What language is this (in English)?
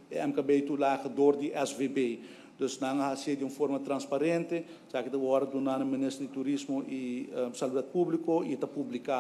Papiamento